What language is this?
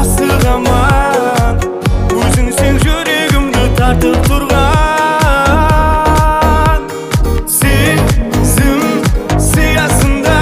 Kara-Kalpak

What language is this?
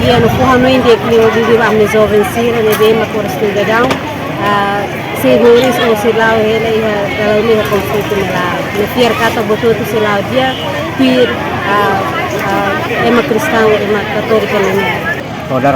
Tetum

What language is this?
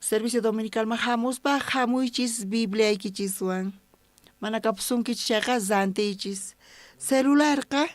South Bolivian Quechua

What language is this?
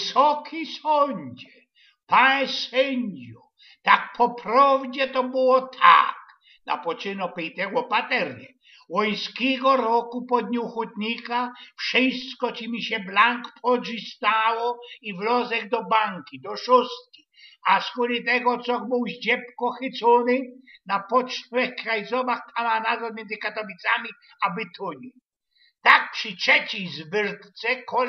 Silesian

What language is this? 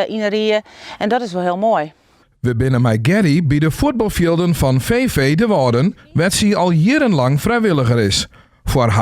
Western Frisian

